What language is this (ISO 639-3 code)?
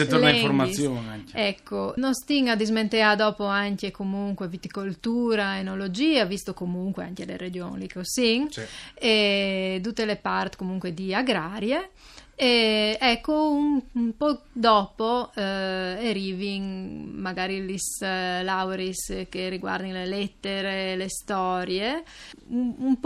fur